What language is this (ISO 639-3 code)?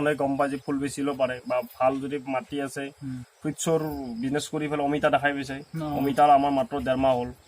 asm